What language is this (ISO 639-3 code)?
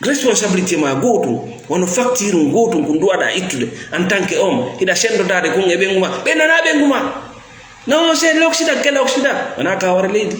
ful